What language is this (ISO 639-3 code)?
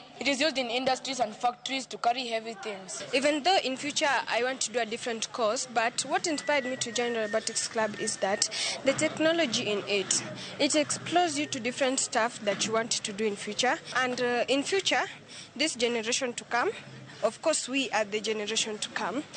luo